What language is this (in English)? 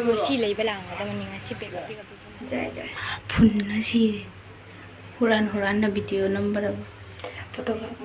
Manipuri